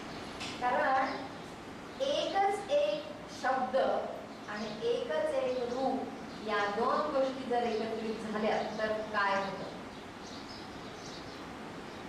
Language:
Marathi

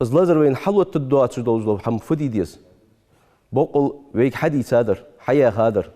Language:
Ingush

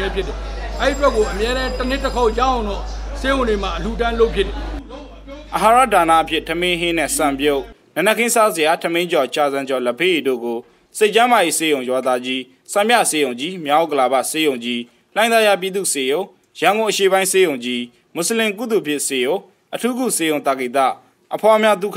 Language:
Burmese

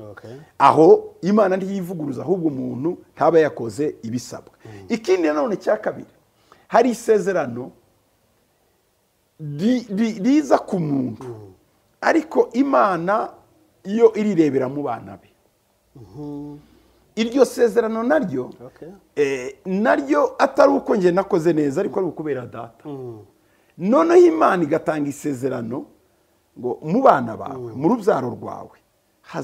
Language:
Kinyarwanda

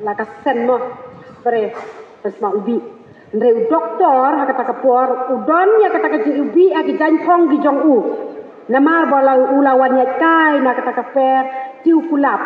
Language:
Khasi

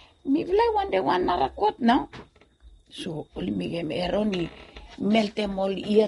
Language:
Bislama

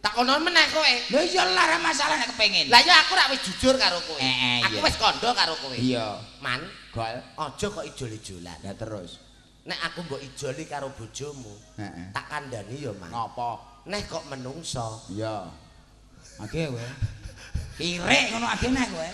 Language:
Javanese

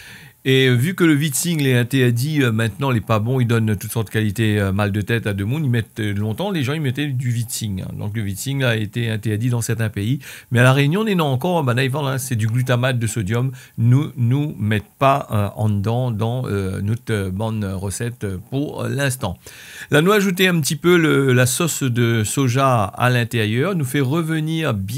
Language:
Réunion Creole French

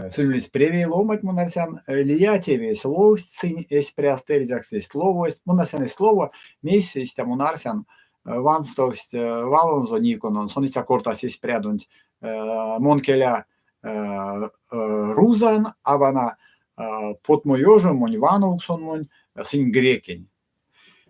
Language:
Erzya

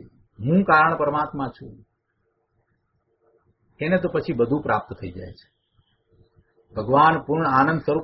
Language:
Gujarati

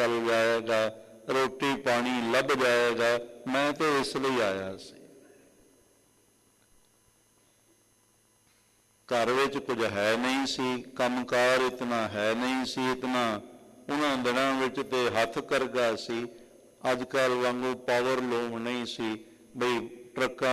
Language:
Punjabi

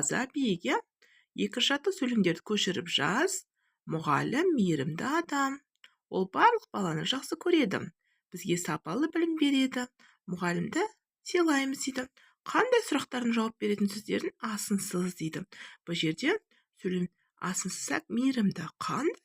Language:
Kazakh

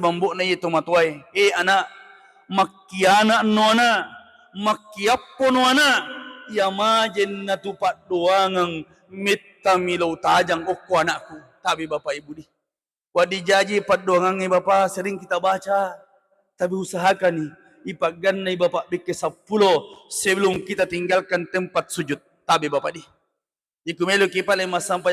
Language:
Buginese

